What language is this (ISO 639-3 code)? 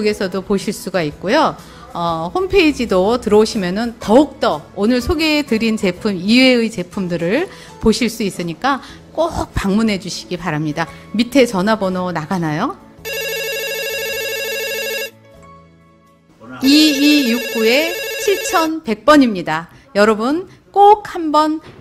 kor